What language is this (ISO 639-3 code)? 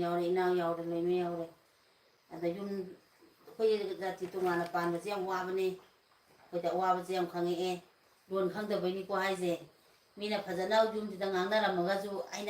mni